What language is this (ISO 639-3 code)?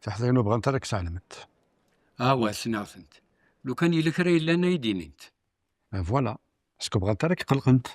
kab